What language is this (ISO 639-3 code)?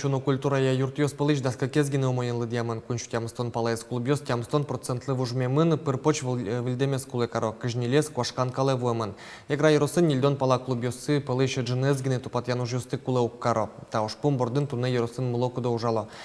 udm